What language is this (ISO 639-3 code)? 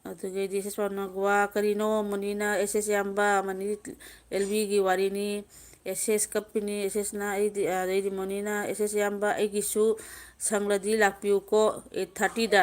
mni